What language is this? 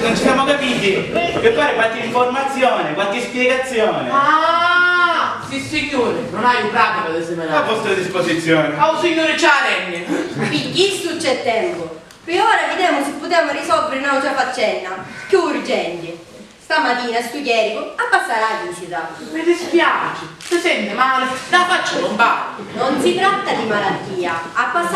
Sicilian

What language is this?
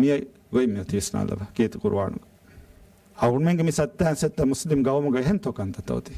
Divehi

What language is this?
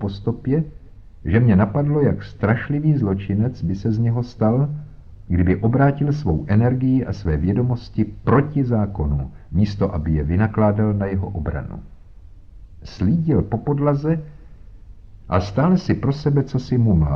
Czech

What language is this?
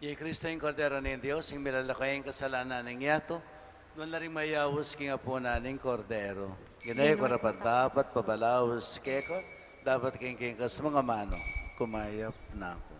Pampanga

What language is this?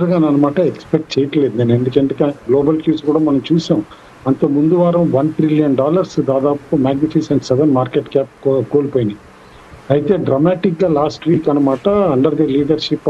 Telugu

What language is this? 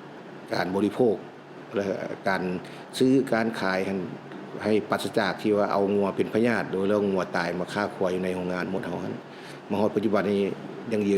Lao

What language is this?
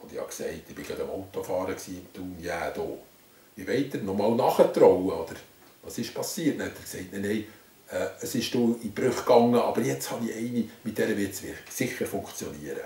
Swiss German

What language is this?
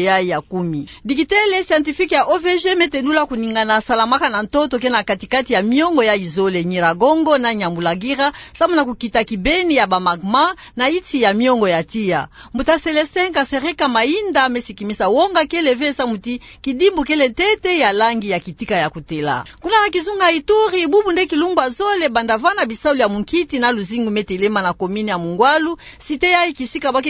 Kituba (Democratic Republic of Congo)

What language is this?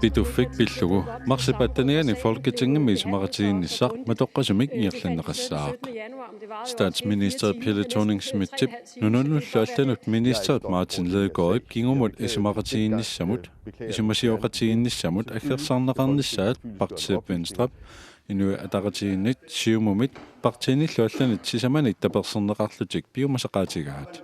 Kalaallisut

